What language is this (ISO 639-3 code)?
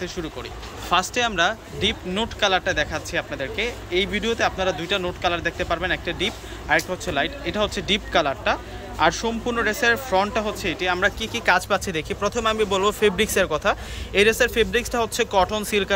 ben